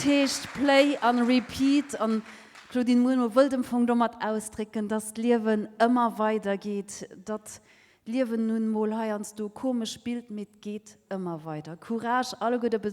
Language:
Luxembourgish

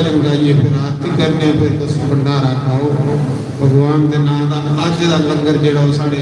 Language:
Dogri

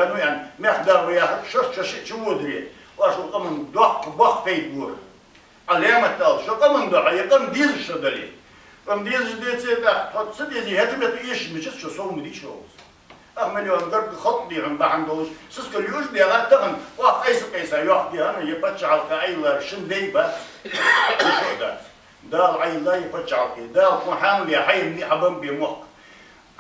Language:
Ingush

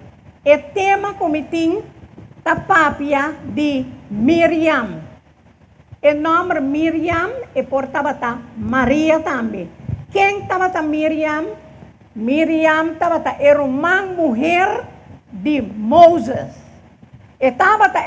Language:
Papiamento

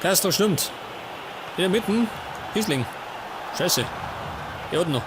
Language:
Bavarian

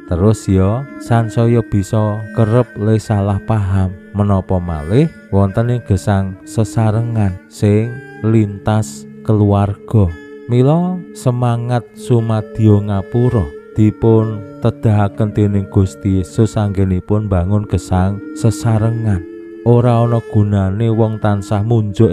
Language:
Javanese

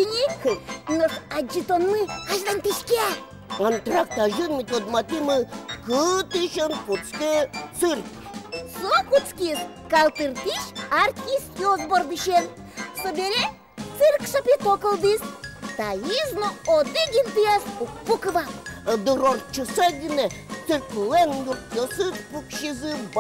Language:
Udmurt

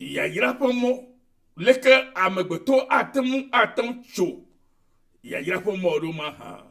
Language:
Ewe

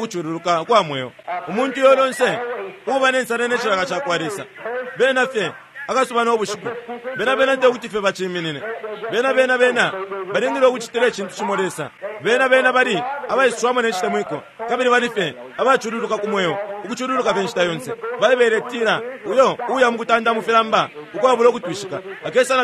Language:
Bemba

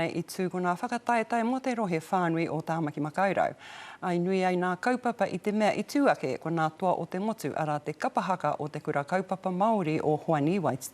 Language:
Māori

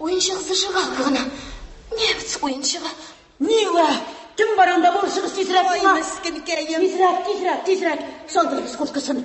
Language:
Tatar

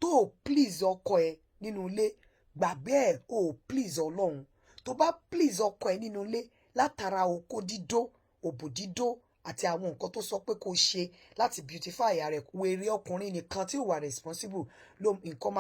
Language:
Yoruba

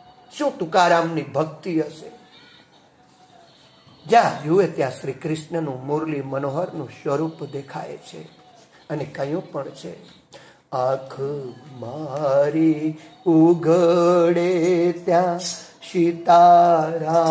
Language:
Gujarati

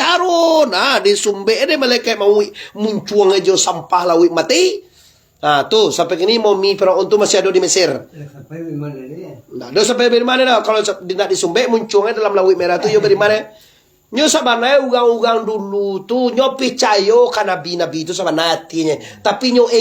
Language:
Minangkabau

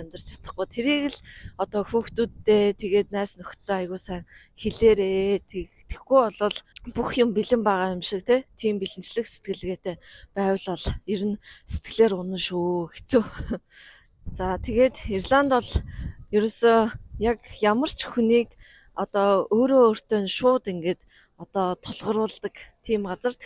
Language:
Mongolian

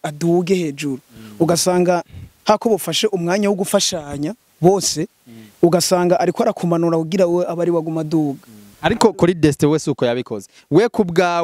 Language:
Rundi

